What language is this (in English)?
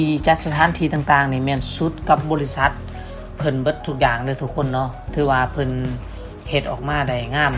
Lao